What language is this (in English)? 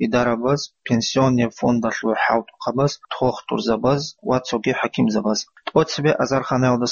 Avaric